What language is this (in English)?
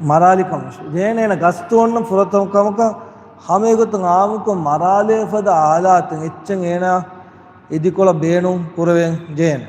Divehi